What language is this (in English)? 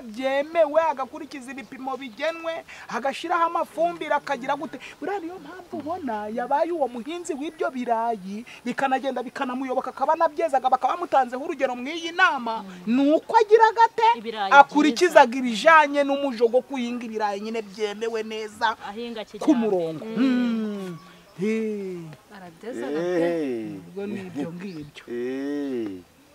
Kinyarwanda